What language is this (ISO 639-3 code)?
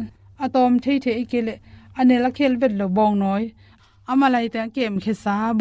ctd